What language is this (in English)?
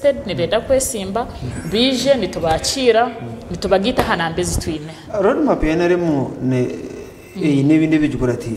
Nyankole